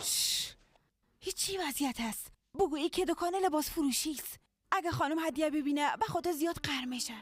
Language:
Persian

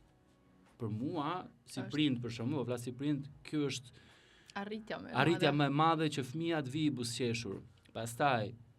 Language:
Albanian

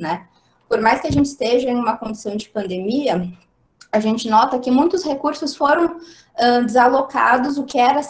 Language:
Portuguese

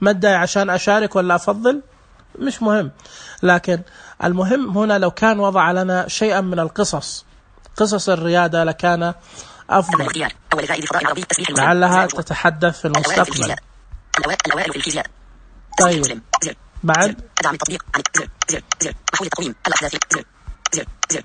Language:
Najdi Arabic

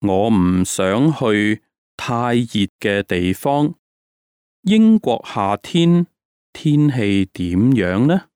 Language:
Cantonese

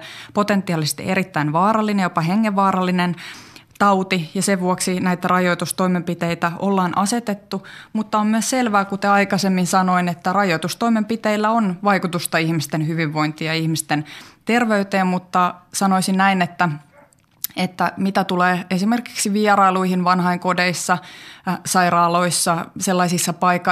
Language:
Finnish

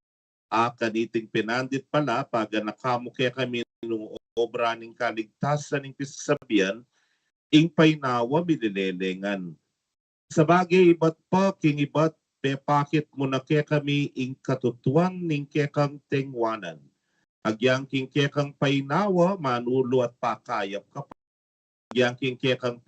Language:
Pampanga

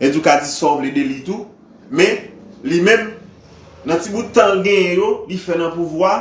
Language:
Haitian Creole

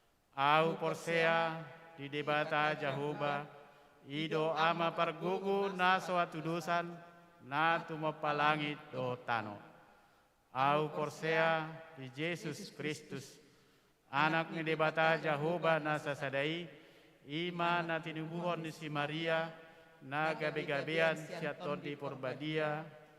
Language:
Batak Toba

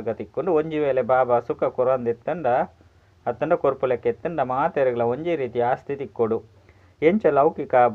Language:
Tulu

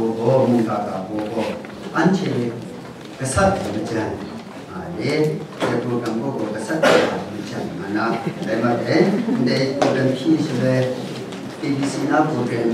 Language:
Kachin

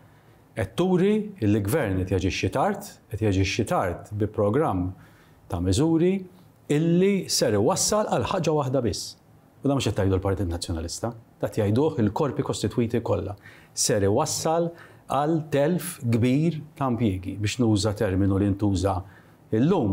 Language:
Maltese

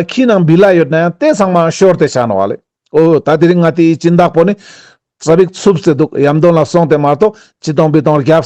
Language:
Ladakhi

